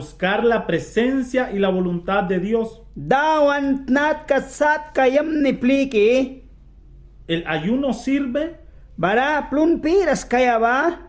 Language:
Mískito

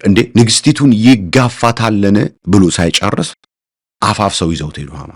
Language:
Amharic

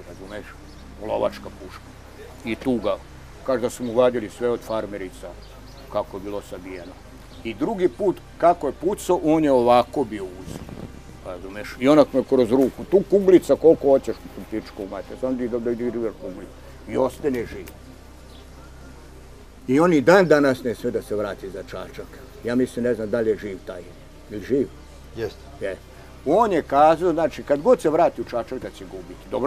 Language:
Serbian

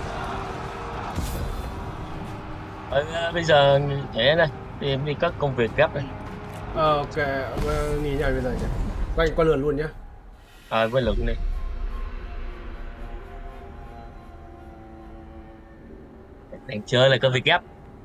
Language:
Vietnamese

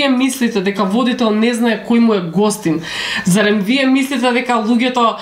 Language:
Macedonian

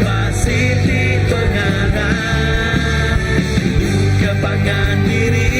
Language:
Iban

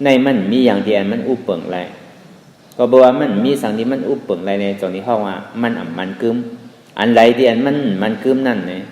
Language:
Shan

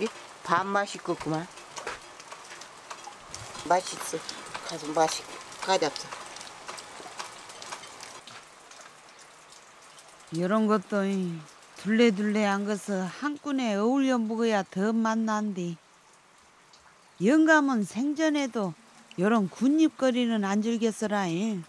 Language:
Korean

